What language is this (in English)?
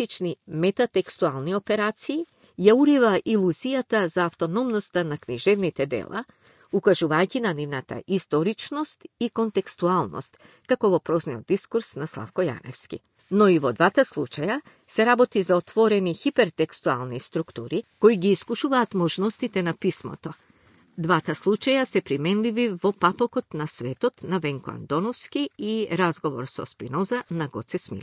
Macedonian